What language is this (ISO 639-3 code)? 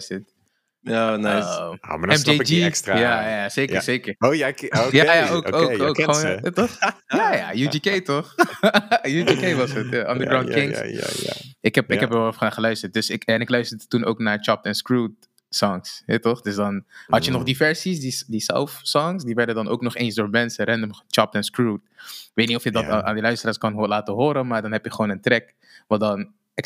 nld